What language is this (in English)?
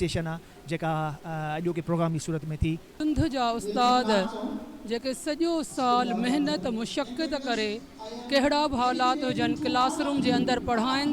Sindhi